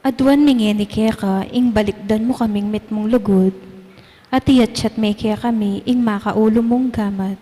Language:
Pampanga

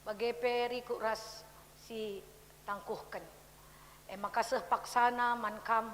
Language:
Batak Karo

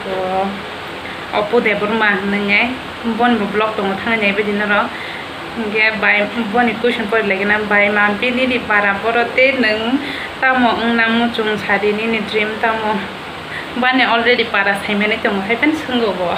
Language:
Kok Borok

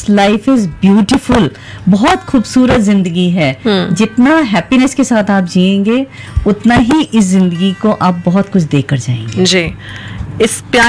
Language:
Hindi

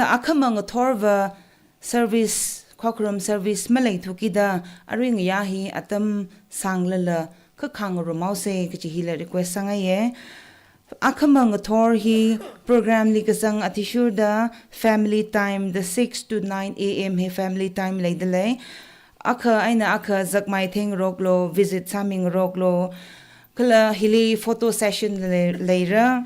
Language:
Tangkhul Naga (India)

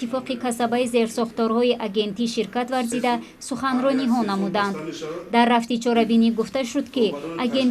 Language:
Tajik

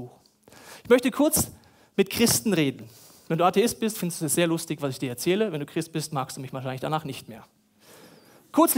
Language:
German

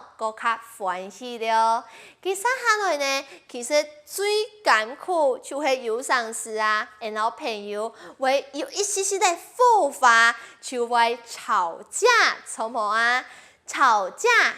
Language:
Hakka Chinese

